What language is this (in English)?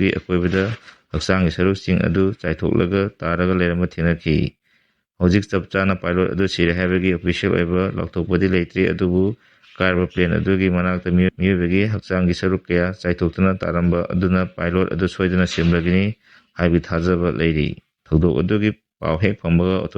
Manipuri